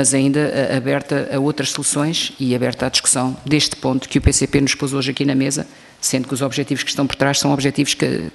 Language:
Portuguese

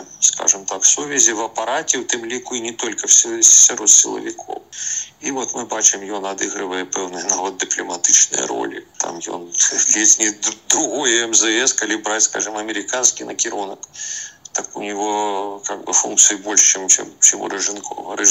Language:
Belarusian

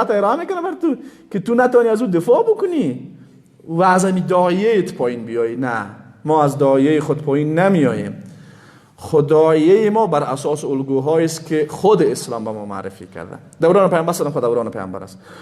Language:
Persian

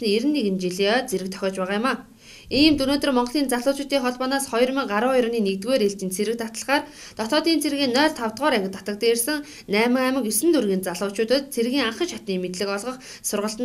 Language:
Mongolian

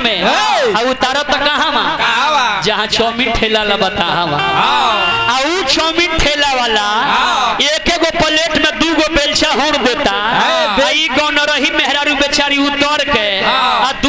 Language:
Bhojpuri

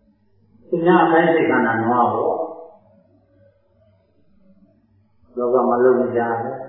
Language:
Burmese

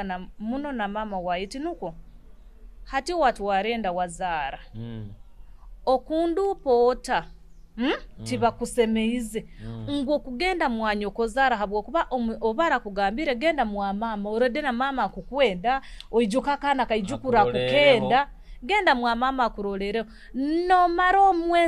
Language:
Nyoro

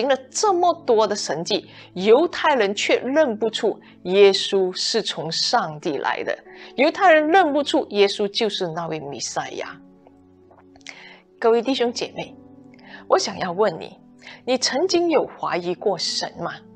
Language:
Chinese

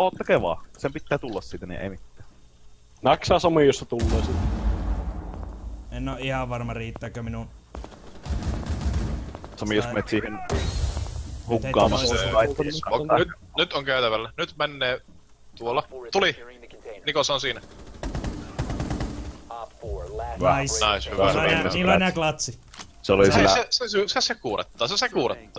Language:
Finnish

